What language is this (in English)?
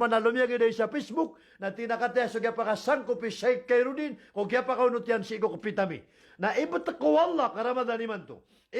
Maranao